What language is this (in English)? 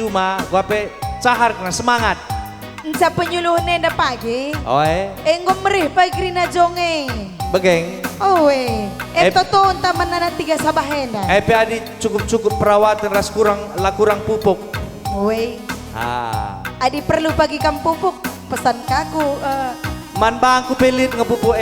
Batak Karo